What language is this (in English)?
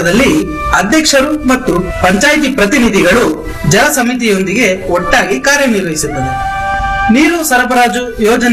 Kannada